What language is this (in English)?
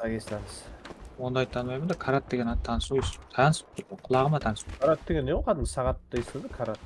Kara-Kalpak